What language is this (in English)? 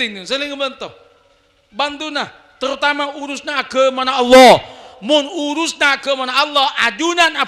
Madurese